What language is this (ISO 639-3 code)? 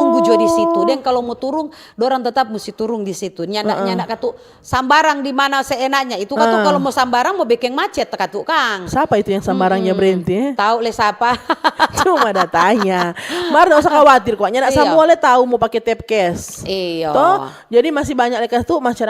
xmm